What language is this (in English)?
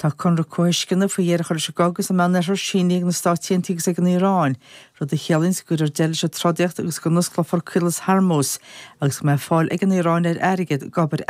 Irish